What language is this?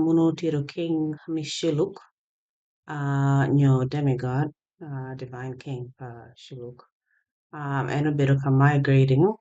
Acoli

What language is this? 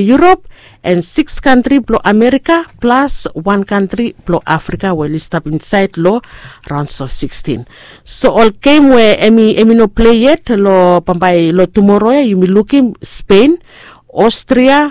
Bislama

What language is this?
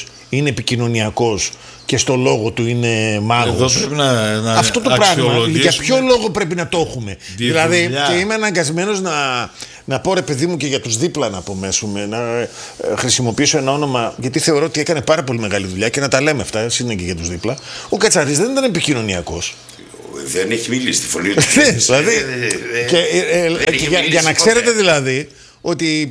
Greek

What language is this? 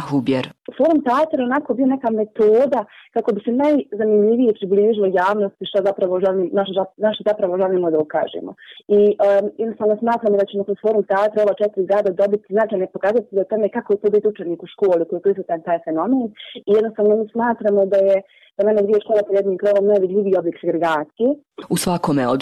Bosnian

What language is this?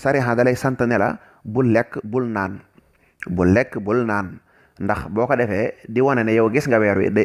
Wolof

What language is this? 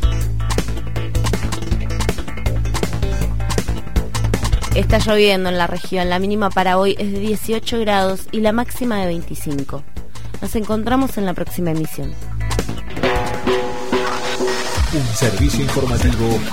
Spanish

